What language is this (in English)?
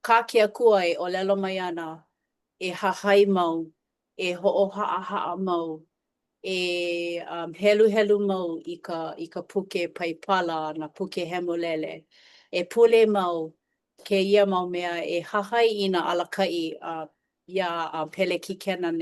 Hawaiian